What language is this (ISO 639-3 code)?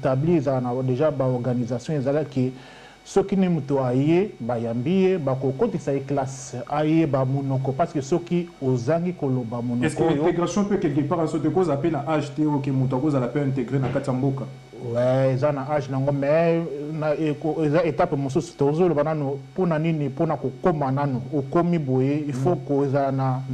lin